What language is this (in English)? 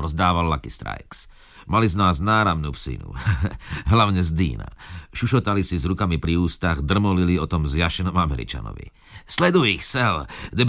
Slovak